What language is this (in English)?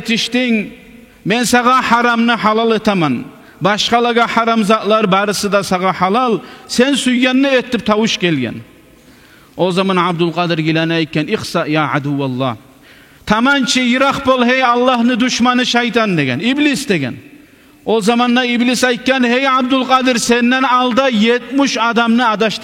Kumyk